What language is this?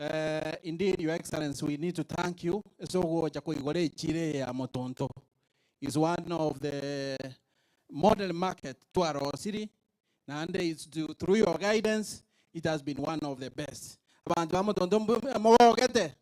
Gusii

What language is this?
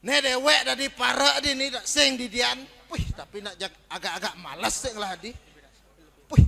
Balinese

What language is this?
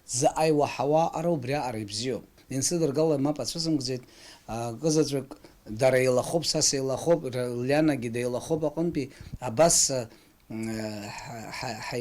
Abkhazian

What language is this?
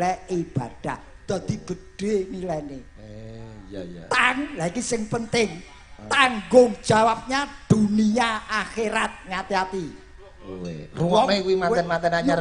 Javanese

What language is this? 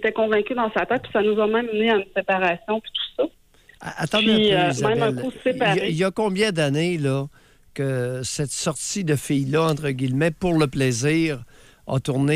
French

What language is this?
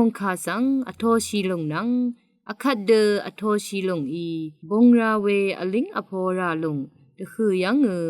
Rawang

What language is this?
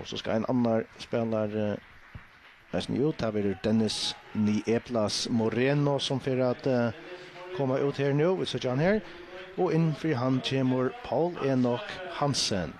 Faroese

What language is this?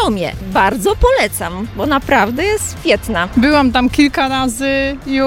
Polish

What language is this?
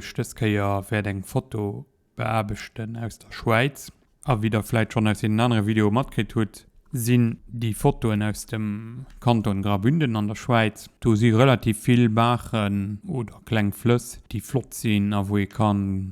Luxembourgish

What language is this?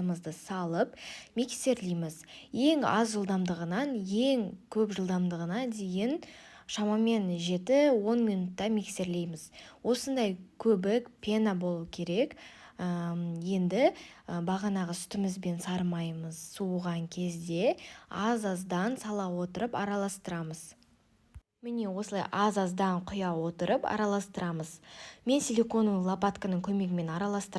Kazakh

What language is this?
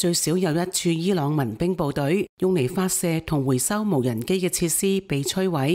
Cantonese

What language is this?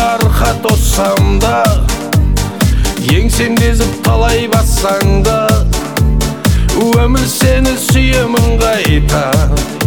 Kazakh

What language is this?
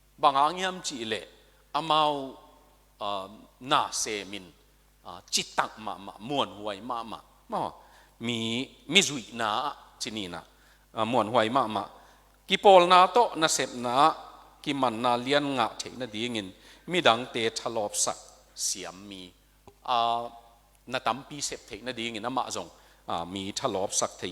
Tedim Chin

